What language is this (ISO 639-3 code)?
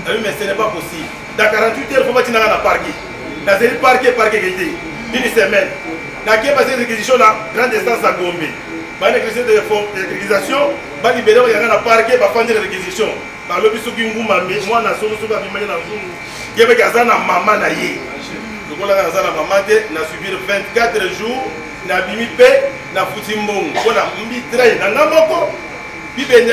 lin